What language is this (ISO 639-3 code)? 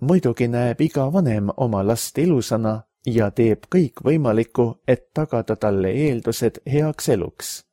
est